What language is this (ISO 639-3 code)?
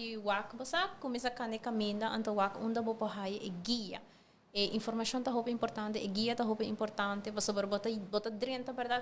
pap